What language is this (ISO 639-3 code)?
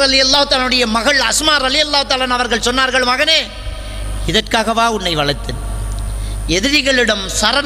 tam